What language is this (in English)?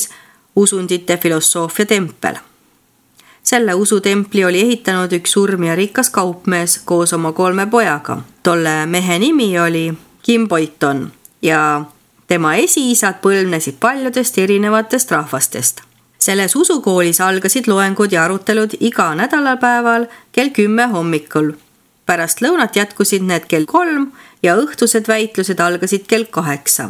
Estonian